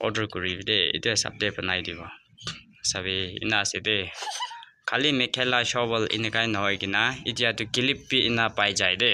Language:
Naga Pidgin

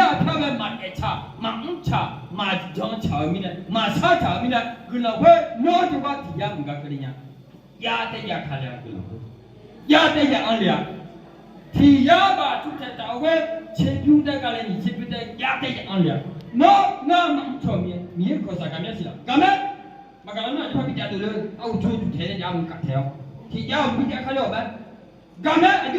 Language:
Akha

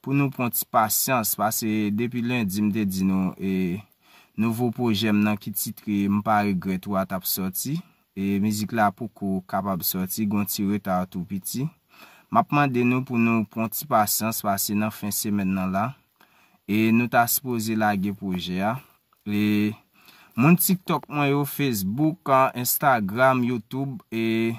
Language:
Haitian Creole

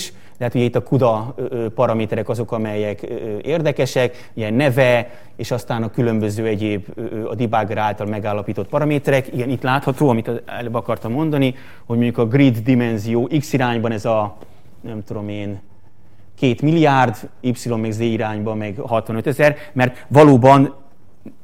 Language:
Hungarian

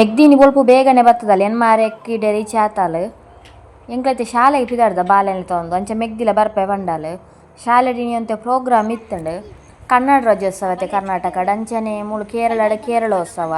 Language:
Tulu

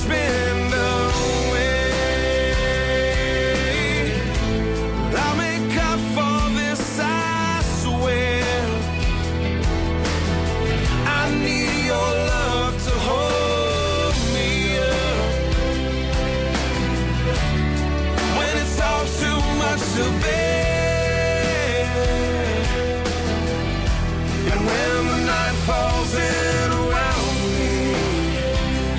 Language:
English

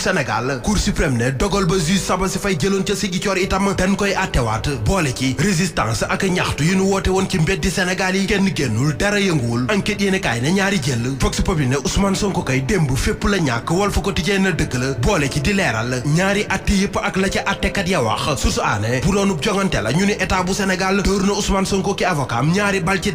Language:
Wolof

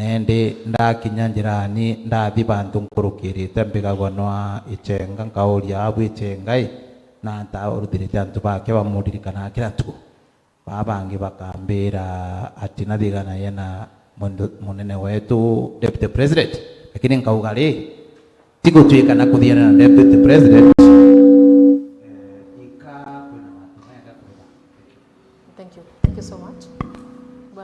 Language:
Meru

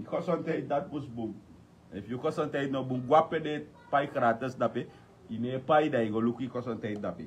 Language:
Sranan Tongo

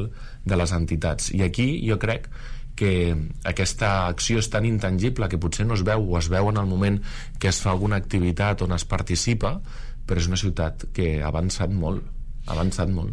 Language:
Catalan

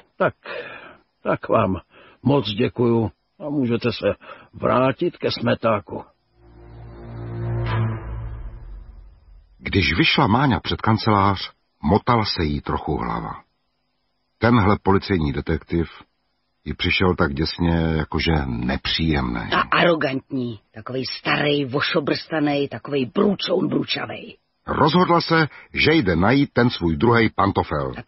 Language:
Czech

